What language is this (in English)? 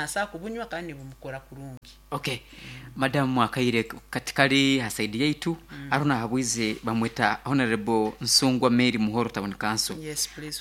Nyankole